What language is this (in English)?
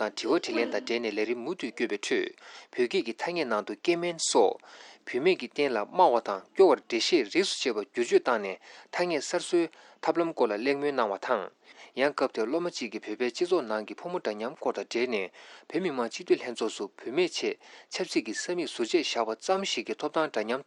Tibetan